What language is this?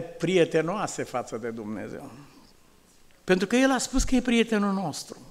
Romanian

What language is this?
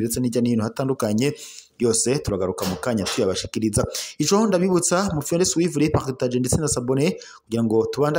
Rundi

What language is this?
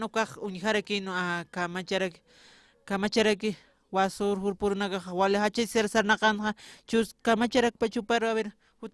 Aymara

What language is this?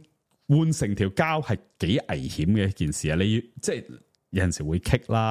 Cantonese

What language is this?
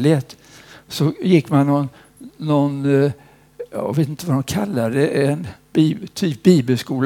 Swedish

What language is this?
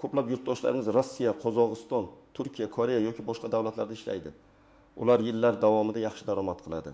Uzbek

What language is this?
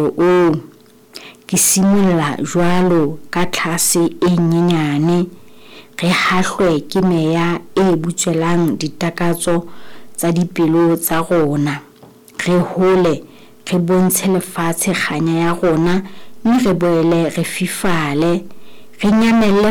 Southern Sotho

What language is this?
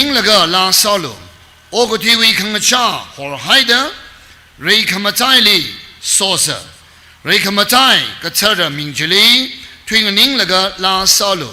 Tangkhul Naga (India)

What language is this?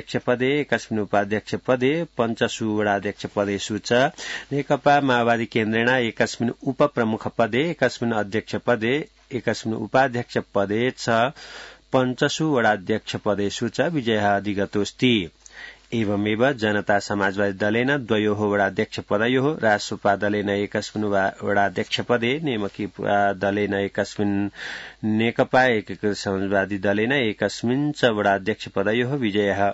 Sanskrit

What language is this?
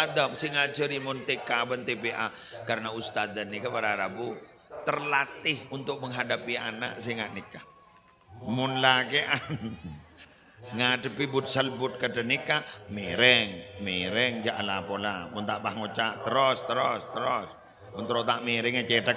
Madurese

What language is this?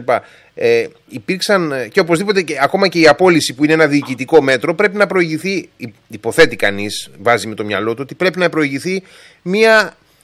Greek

